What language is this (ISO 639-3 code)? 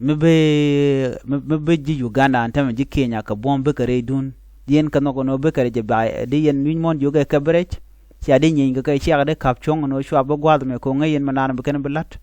nus